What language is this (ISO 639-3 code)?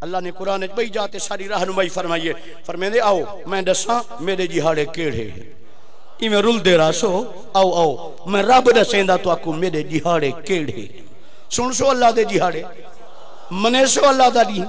skr